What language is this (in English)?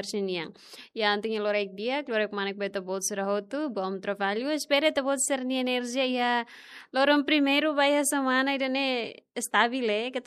Tetum